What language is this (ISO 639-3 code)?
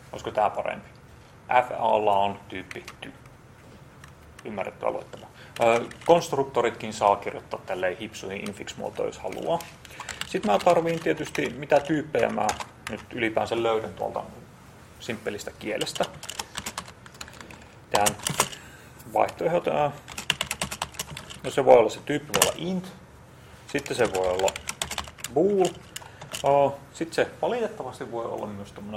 fin